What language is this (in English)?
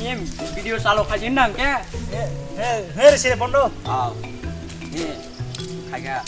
Kok Borok